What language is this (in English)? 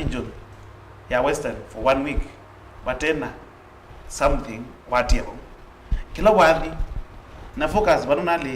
Kamba